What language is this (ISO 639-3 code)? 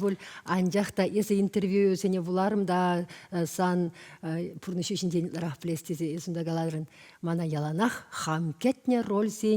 chv